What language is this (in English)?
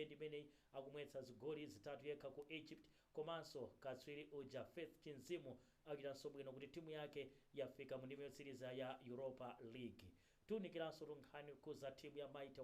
Nyanja